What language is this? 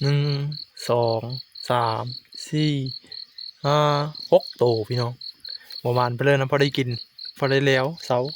Northeastern Thai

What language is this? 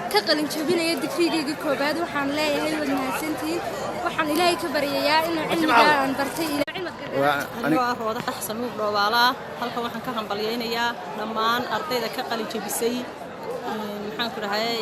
Somali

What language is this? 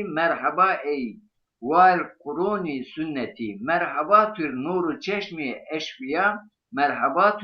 Zaza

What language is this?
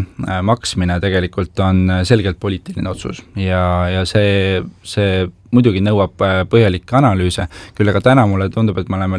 Estonian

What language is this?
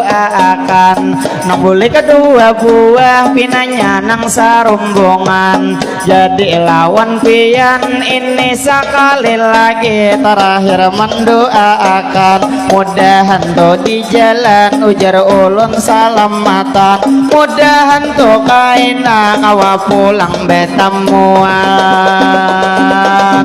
Banjar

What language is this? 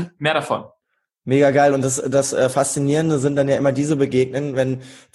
German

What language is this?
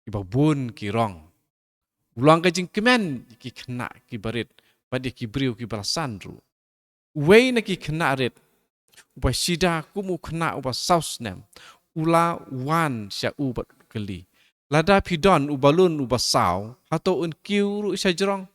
Khasi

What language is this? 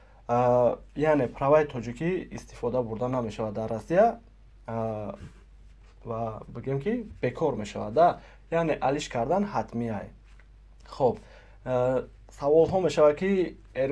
Tajik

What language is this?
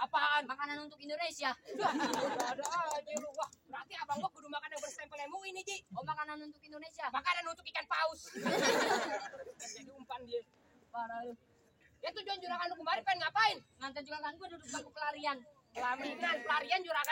Betawi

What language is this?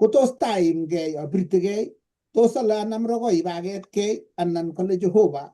Kalenjin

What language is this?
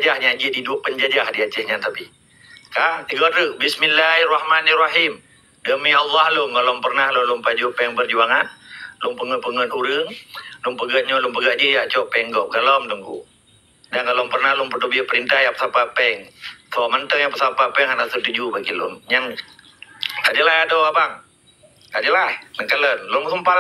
Achinese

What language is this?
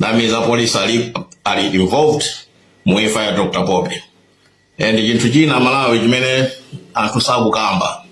Nyanja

